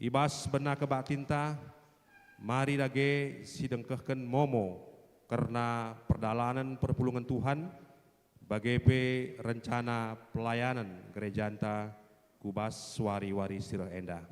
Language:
Batak Karo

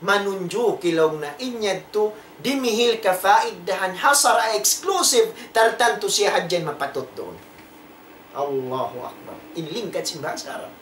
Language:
Tausug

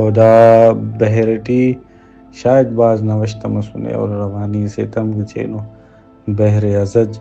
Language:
Brahui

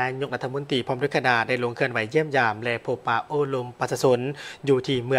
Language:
Lao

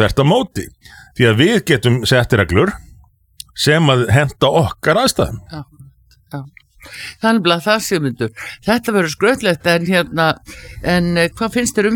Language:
Icelandic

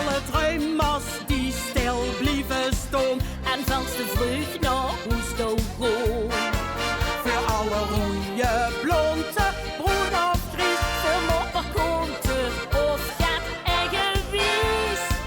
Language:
Limburgish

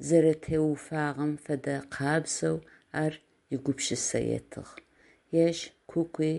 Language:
Adyghe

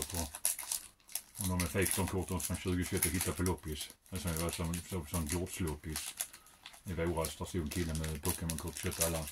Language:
Swedish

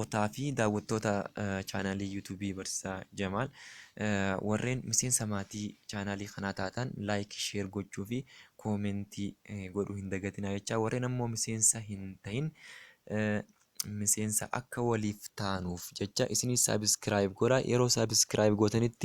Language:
Oromo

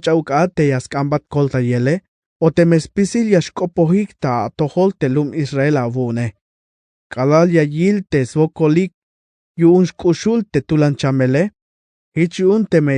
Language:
Tzeltal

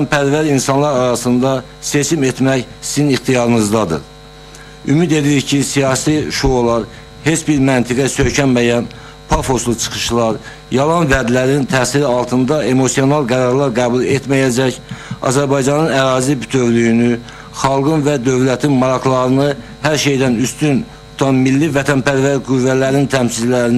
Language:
Azerbaijani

